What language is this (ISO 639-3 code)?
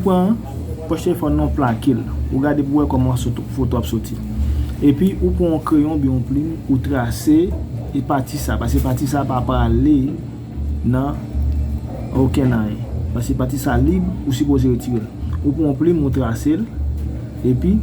hat